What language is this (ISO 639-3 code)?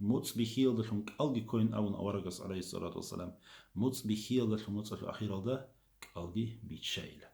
ava